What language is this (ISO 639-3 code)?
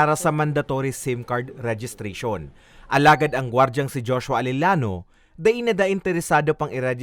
bik